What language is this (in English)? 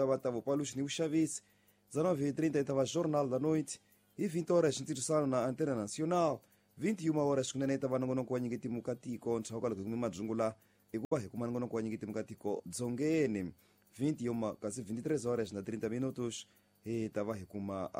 Tsonga